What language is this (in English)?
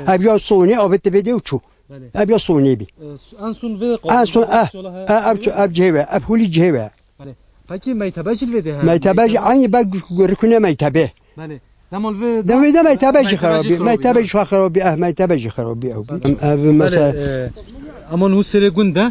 Kurdish